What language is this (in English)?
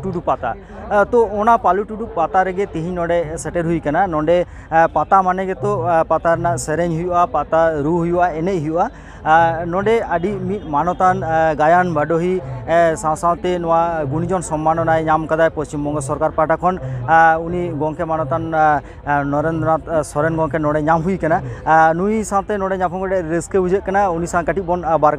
Santali